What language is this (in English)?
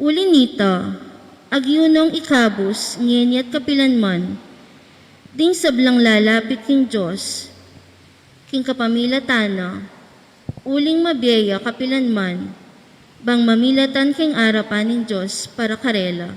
Pampanga